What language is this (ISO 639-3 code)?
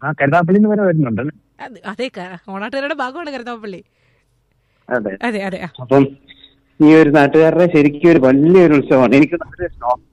mal